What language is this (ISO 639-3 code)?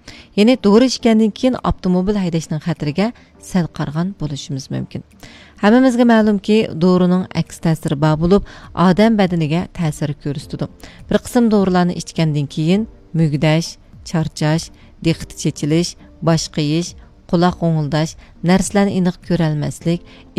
uig